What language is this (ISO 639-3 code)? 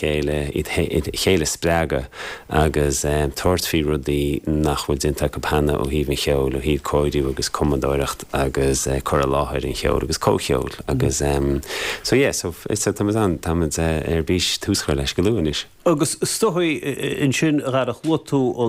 gle